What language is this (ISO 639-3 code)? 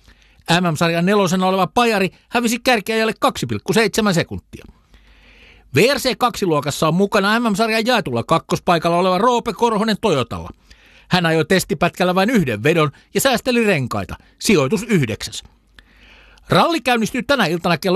fin